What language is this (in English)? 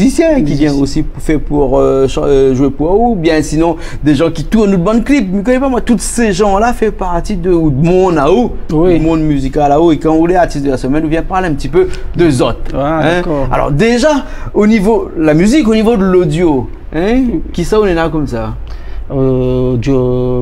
Réunion Creole French